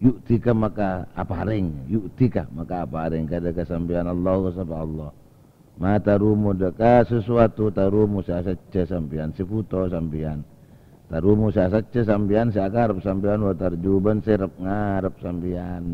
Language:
Madurese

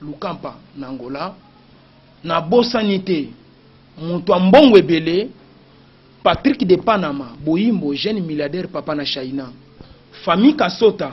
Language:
Lingala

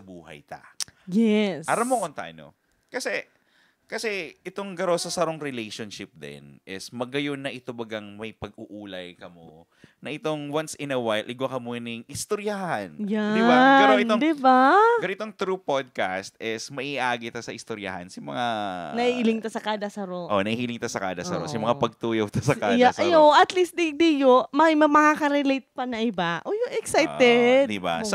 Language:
Bikol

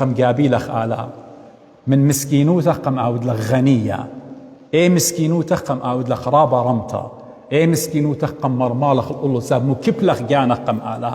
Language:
Assyrian Neo-Aramaic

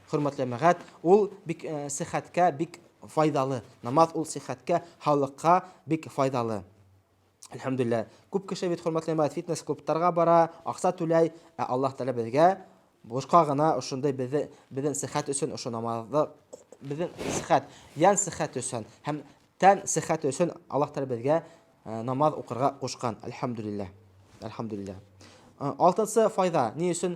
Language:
Bashkir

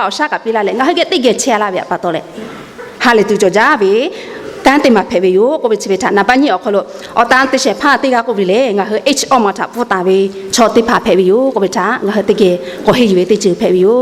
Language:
Lahu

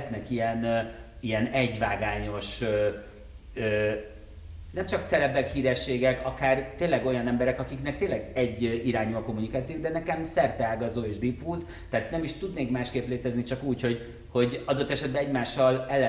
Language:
Hungarian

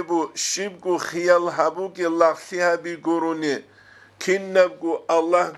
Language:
Avaric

